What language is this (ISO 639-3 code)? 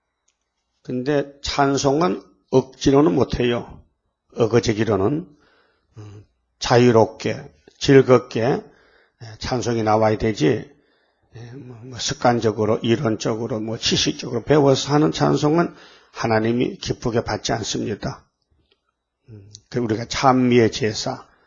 kor